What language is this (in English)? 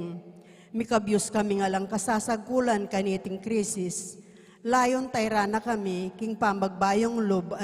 Pampanga